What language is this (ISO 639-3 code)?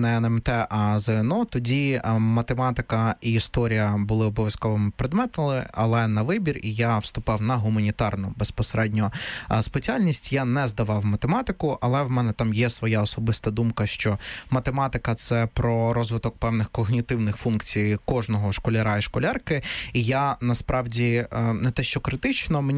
ukr